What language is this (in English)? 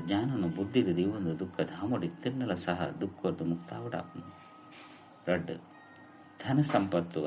Tulu